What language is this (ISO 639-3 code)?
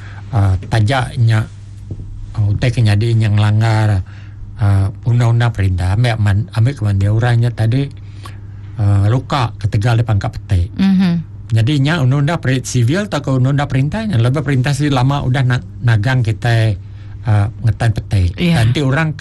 msa